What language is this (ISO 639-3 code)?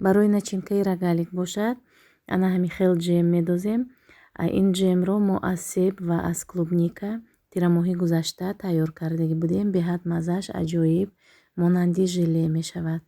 tgk